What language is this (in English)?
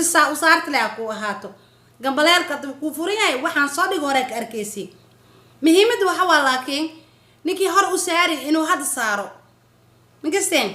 Somali